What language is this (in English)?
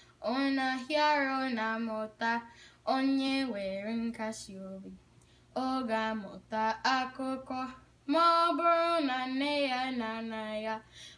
Igbo